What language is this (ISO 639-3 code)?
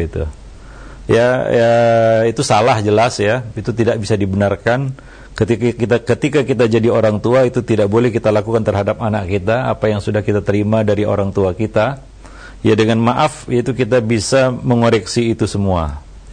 ind